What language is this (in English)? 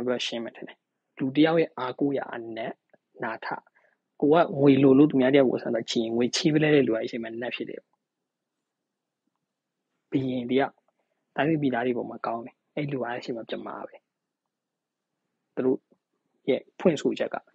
Burmese